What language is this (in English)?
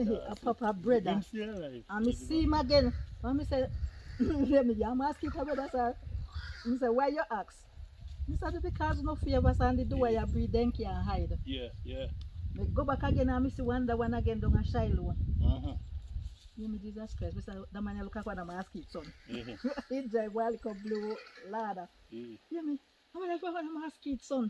Jamaican Creole English